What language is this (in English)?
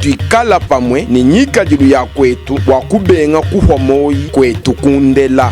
Luba-Lulua